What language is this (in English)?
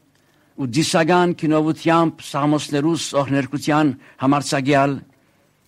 Armenian